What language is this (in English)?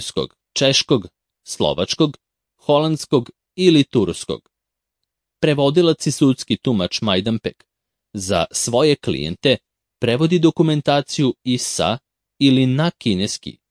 Serbian